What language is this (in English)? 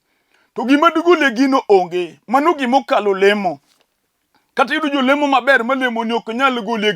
Luo (Kenya and Tanzania)